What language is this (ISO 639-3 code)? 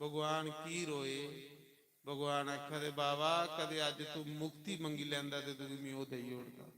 doi